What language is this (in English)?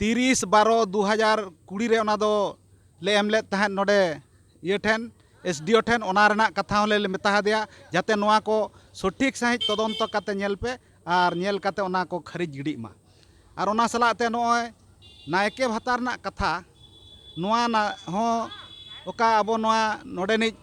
Santali